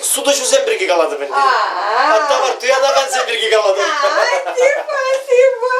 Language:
Chuvash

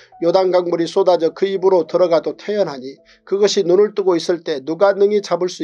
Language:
Korean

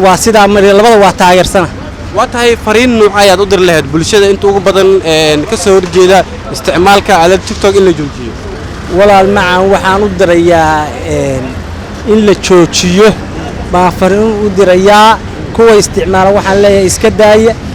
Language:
Somali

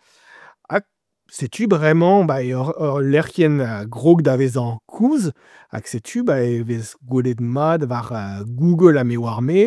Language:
Breton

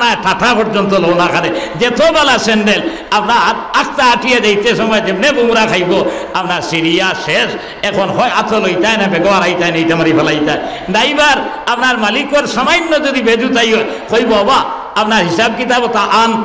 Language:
Sylheti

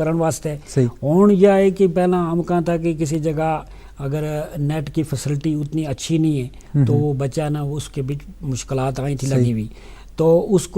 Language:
Gujari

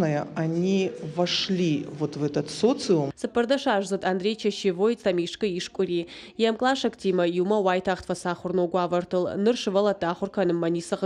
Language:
Ossetic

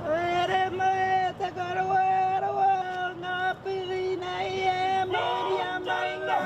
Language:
Māori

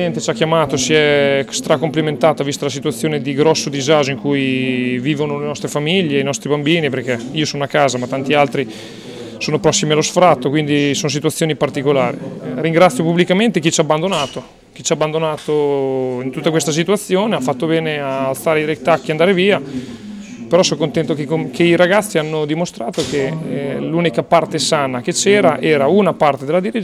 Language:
Italian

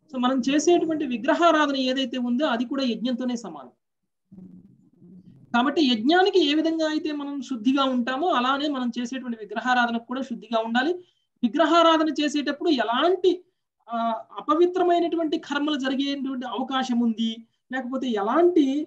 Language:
Telugu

